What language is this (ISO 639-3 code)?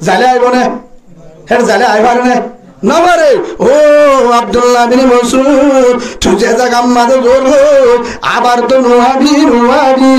rhg